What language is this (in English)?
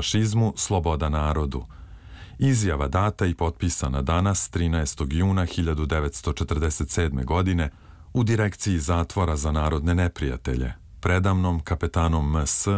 Serbian